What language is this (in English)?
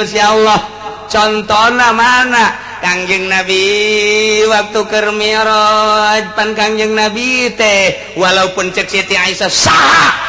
Sundanese